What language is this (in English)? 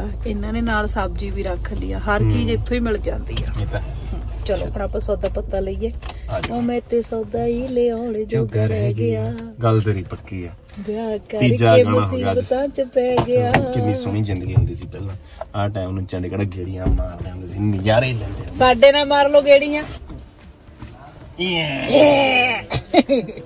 Punjabi